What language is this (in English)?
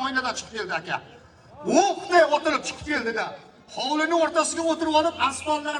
Uzbek